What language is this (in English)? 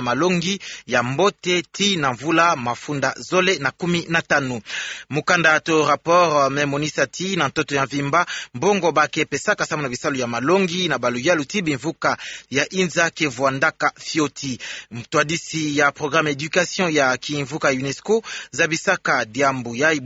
Kituba (Democratic Republic of Congo)